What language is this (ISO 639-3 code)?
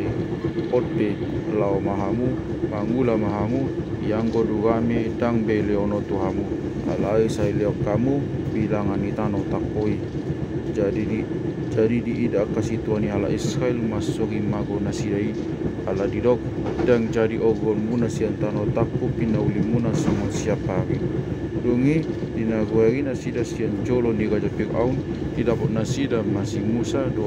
bbc